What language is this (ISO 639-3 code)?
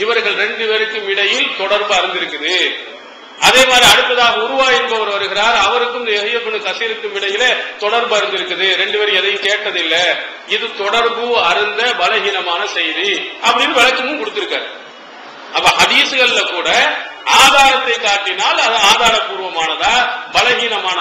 tam